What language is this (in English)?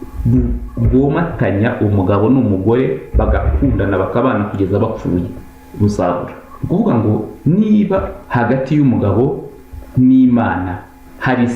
Kinyarwanda